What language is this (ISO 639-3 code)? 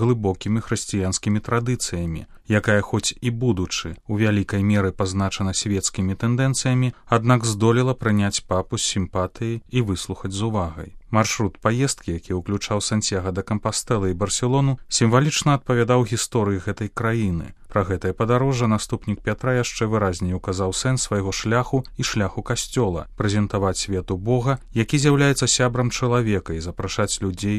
bel